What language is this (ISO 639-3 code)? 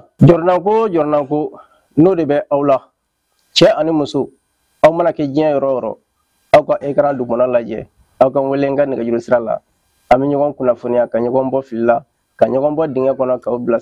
bam